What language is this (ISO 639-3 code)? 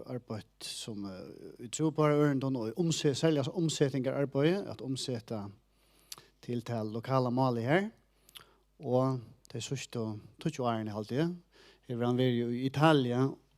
fao